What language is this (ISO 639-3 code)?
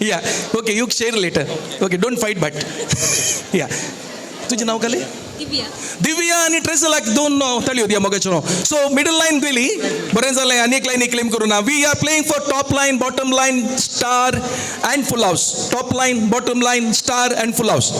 kok